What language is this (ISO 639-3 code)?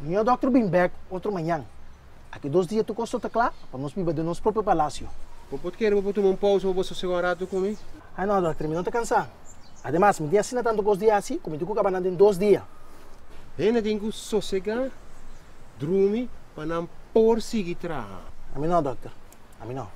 pap